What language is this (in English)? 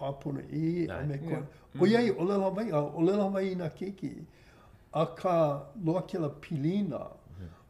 Hawaiian